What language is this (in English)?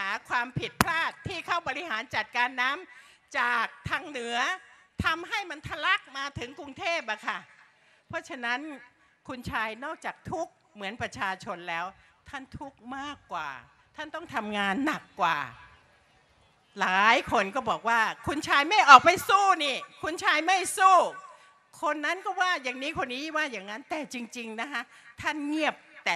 Thai